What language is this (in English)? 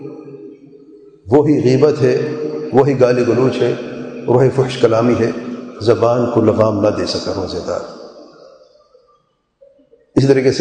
Urdu